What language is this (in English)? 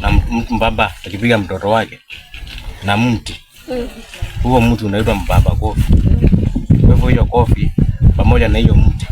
Swahili